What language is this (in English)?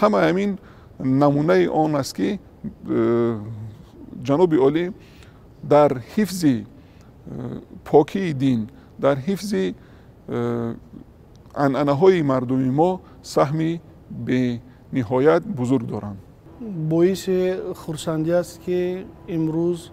Tajik